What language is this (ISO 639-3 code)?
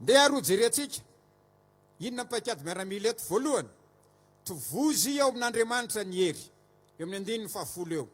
mlg